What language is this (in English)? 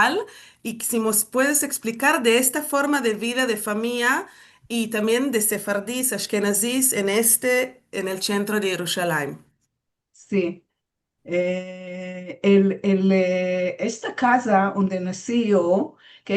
Ladino